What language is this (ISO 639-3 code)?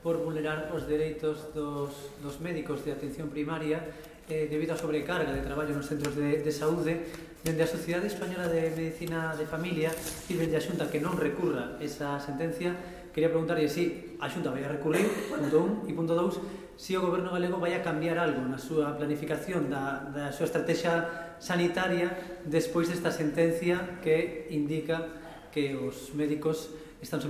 glg